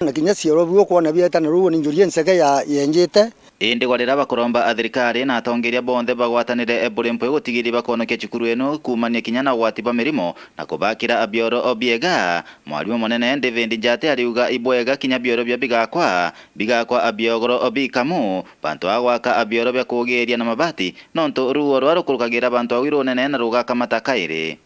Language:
Meru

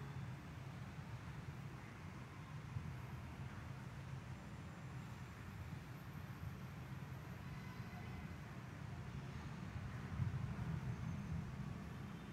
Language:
Filipino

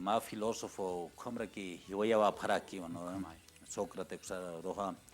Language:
Aymara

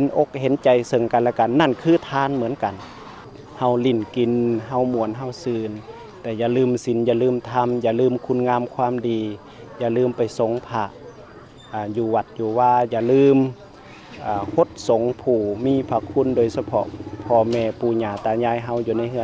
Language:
Lao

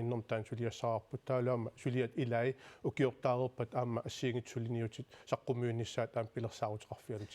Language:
Kalaallisut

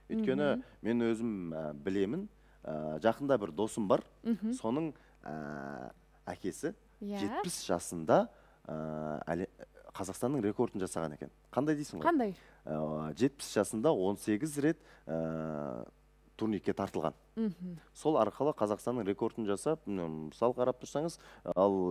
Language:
Kazakh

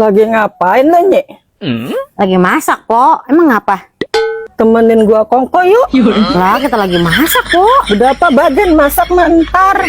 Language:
Betawi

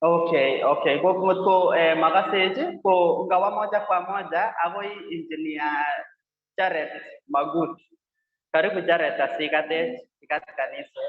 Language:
Kalenjin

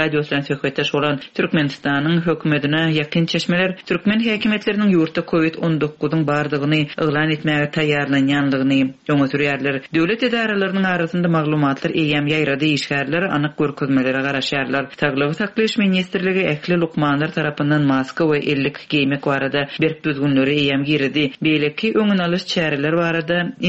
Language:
Turkmen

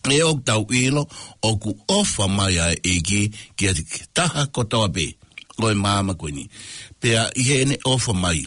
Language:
Tongan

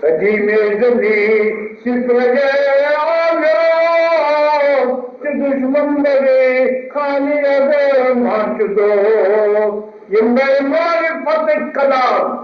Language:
Kashmiri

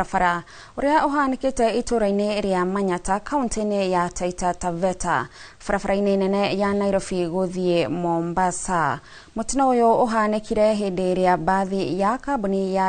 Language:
Kikuyu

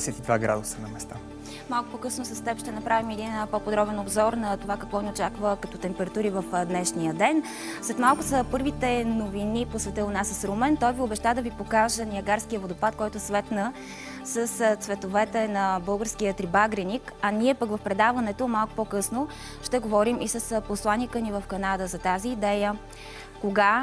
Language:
Bulgarian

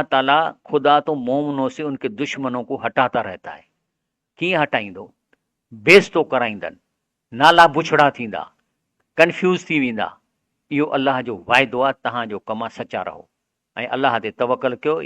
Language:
Sindhi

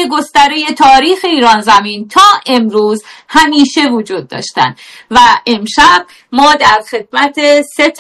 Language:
Persian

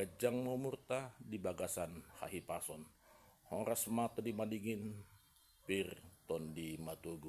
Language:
Batak Toba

